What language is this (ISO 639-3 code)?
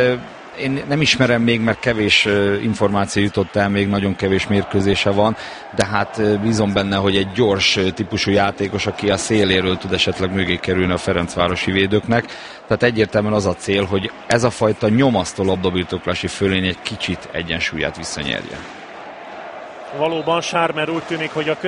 hun